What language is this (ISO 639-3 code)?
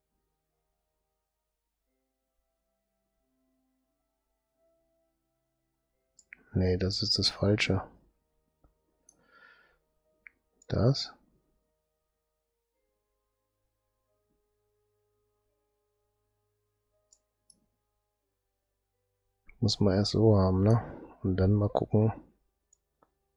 deu